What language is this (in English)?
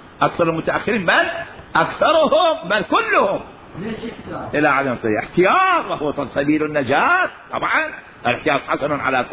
Mesopotamian Arabic